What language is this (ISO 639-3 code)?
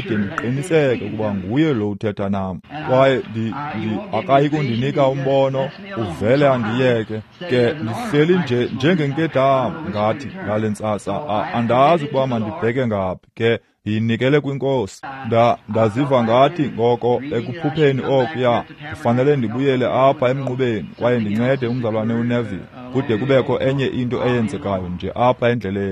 xho